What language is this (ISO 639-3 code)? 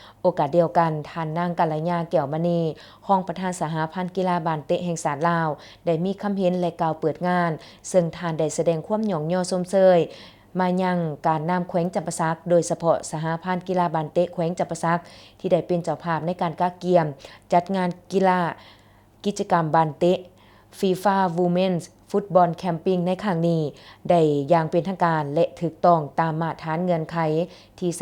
lao